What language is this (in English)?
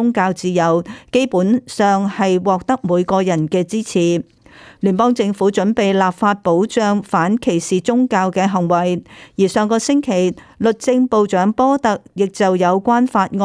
Cantonese